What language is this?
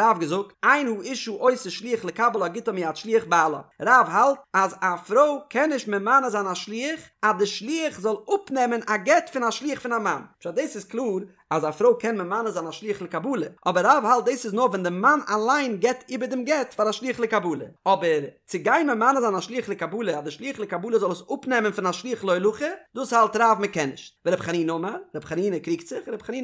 Yiddish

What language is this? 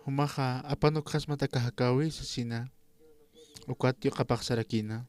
Aymara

